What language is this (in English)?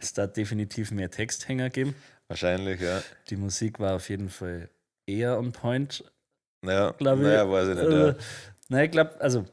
Bavarian